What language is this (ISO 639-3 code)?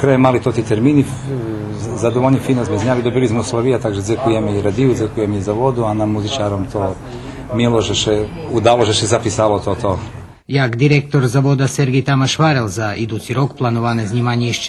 rue